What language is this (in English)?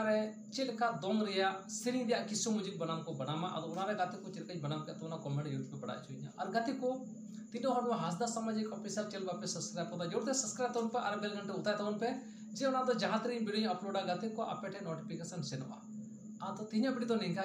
Santali